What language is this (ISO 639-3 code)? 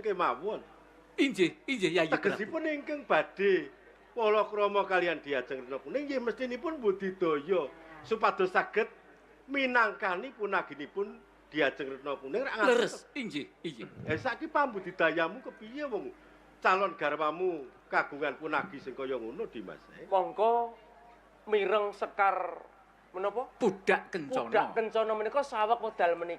jav